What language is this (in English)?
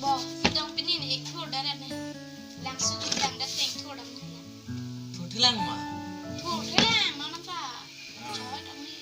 Karbi